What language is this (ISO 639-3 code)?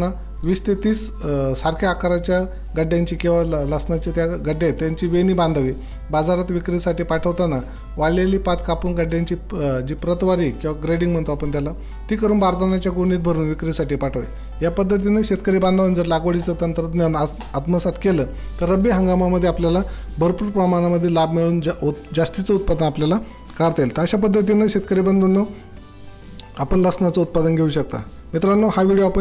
mar